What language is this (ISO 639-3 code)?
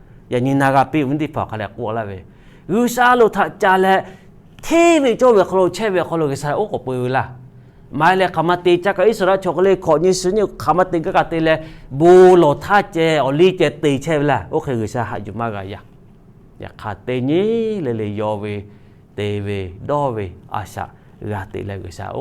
lhu